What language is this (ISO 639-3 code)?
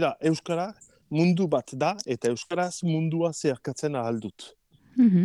eus